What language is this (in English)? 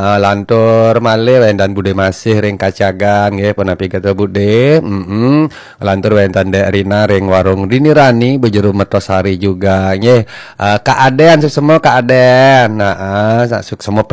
Balinese